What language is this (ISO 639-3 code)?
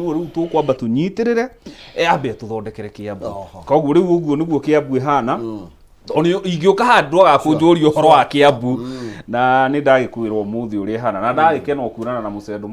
kik